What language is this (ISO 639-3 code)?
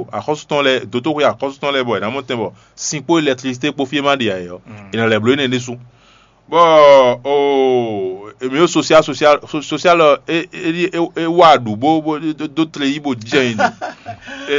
fon